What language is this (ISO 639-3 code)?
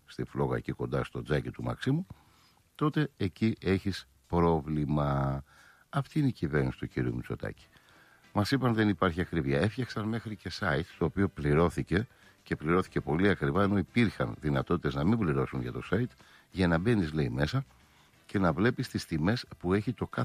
ell